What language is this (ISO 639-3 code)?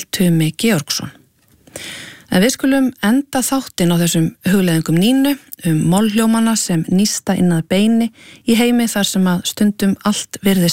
isl